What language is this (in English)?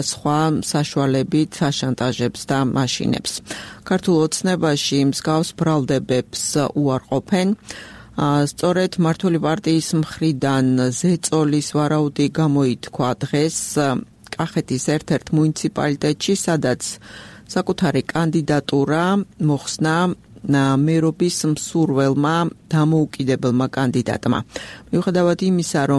Georgian